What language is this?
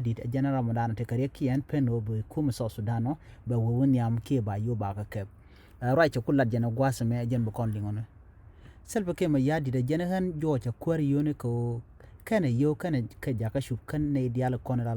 Nuer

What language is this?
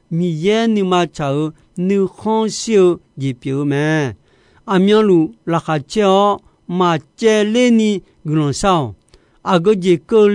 Akha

